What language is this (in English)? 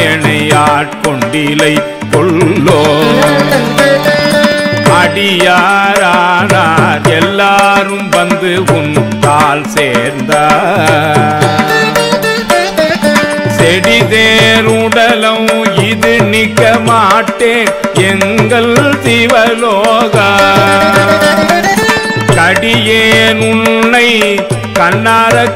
Tamil